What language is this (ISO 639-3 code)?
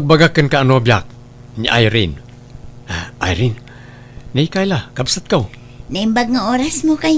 ilo